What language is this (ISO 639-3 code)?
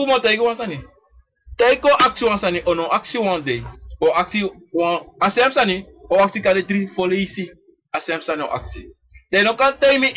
srn